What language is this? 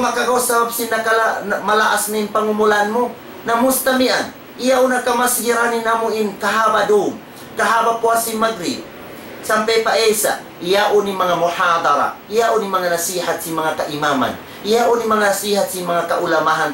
Tausug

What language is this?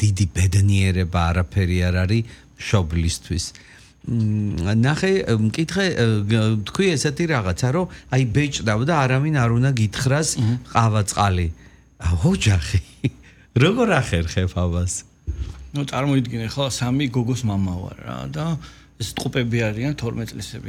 Georgian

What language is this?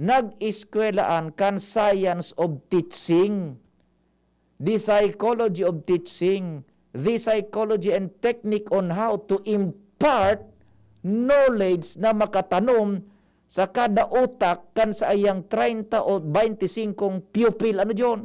Bikol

